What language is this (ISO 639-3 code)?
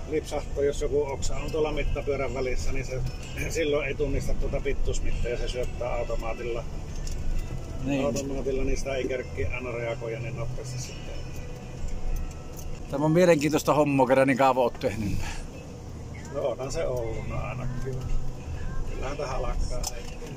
fin